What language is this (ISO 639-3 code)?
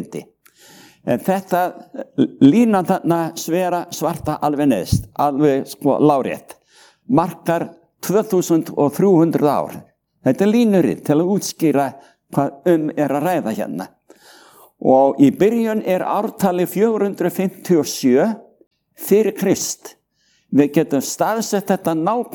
isl